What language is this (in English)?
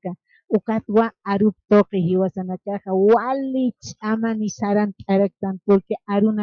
Aymara